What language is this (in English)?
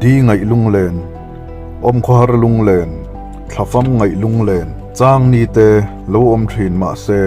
Mizo